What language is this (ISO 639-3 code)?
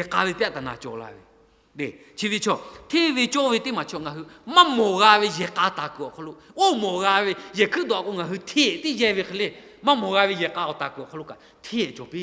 lhu